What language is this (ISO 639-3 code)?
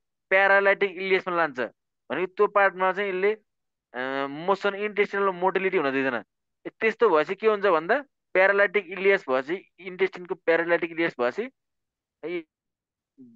nep